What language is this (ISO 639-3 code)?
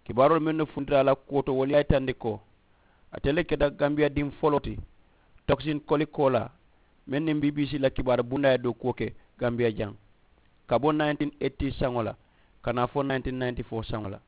man